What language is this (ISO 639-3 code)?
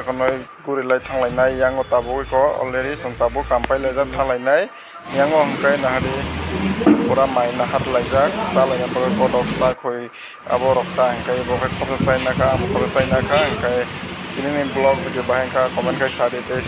trp